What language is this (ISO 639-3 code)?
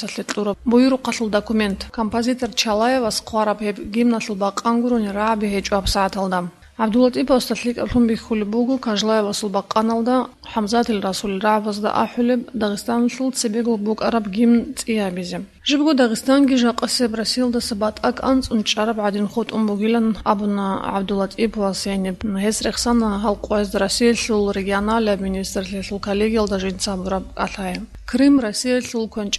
ava